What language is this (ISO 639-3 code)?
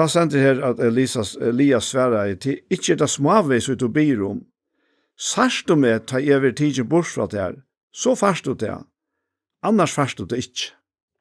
fao